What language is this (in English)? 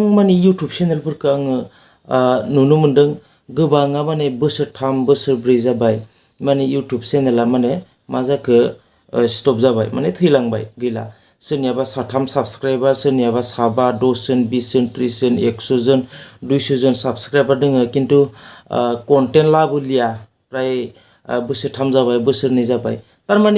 Bodo